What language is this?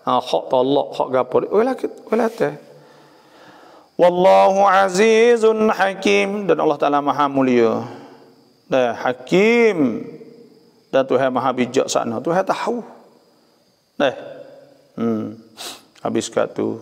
Malay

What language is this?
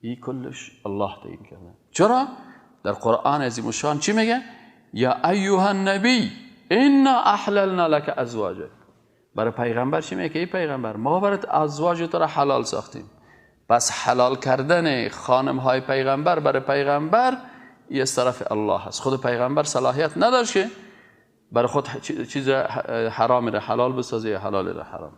Persian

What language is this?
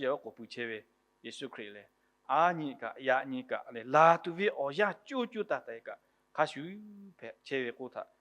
Lahu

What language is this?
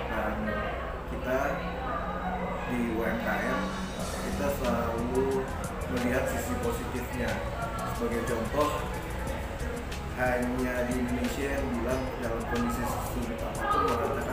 Indonesian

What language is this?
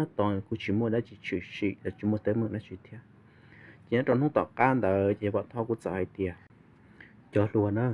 Hmong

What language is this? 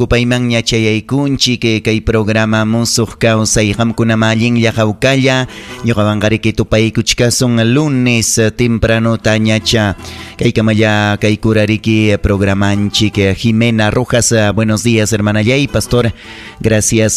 Ayacucho Quechua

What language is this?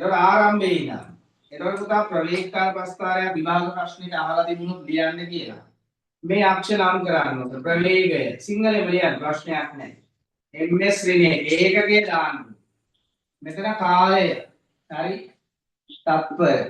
Sinhala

